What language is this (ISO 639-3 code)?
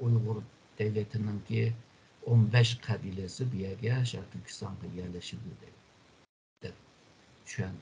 uig